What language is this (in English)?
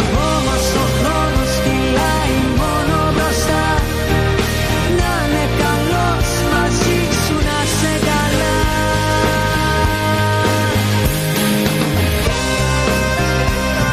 Greek